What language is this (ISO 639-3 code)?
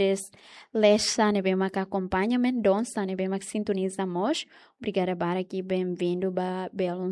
tet